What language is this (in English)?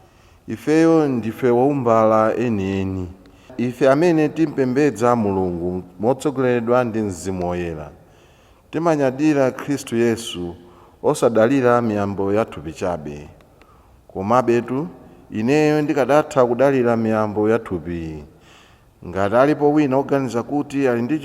Nyanja